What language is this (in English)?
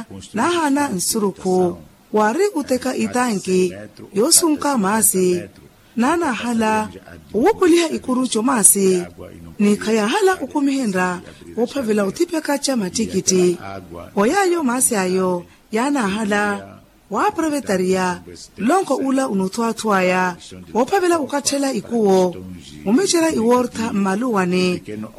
Makhuwa